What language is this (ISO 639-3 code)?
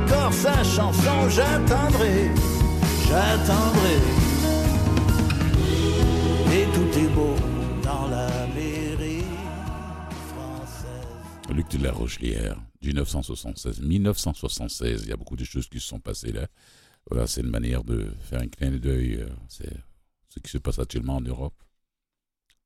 fra